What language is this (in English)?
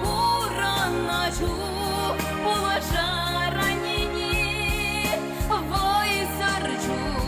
Chuvash